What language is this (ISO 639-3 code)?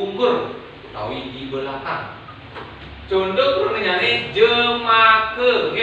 ban